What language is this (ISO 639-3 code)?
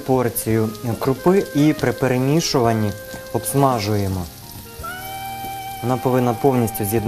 ukr